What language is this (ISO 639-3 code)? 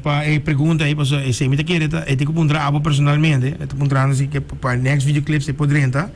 pap